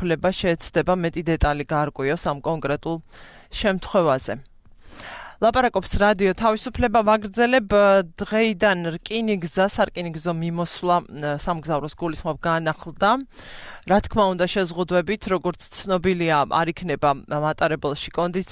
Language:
Georgian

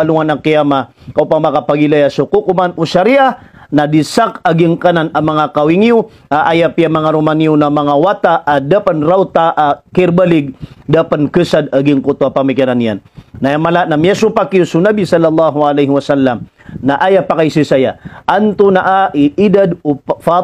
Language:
Maranao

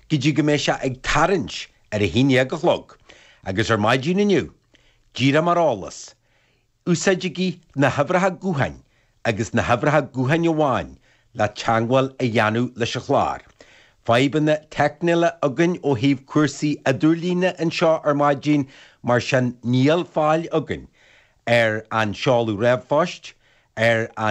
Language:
Irish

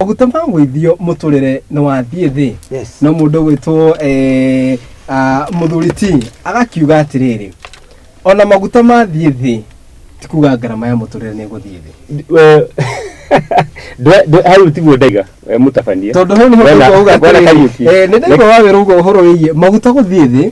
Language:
Kikuyu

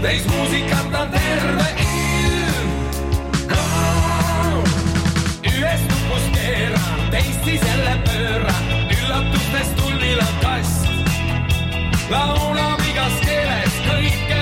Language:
Estonian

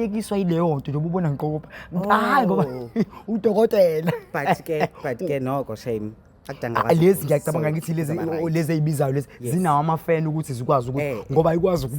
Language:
Zulu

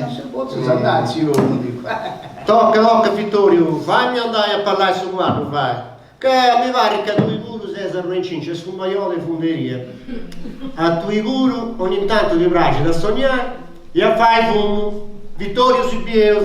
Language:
Sardinian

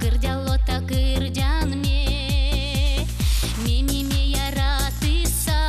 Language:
Udmurt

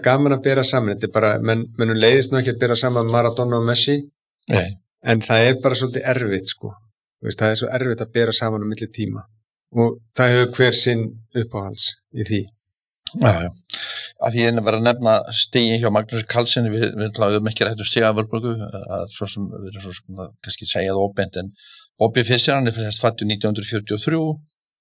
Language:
Icelandic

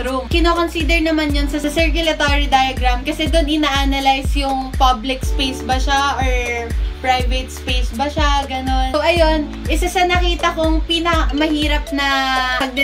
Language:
Filipino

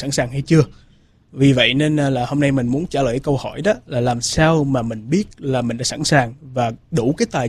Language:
Vietnamese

